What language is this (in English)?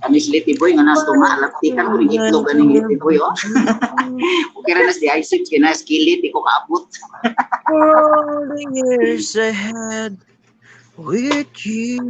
Cebuano